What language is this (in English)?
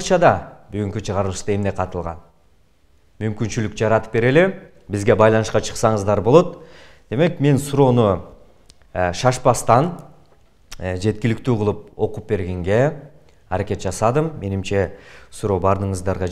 Kyrgyz